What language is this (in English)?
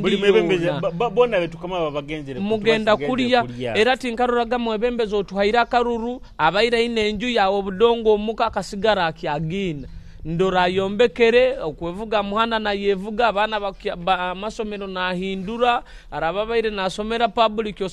Nyoro